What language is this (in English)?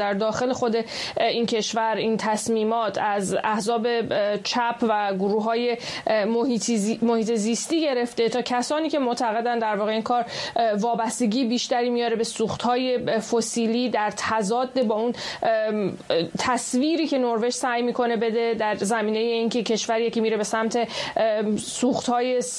Persian